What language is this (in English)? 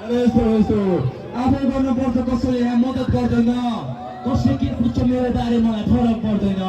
Nepali